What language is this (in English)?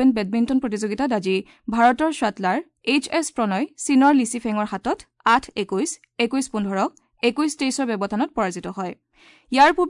Assamese